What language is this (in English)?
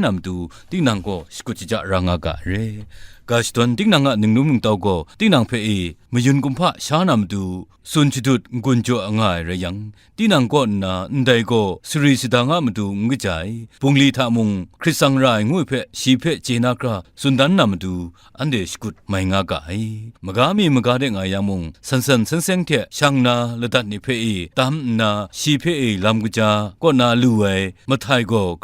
Kachin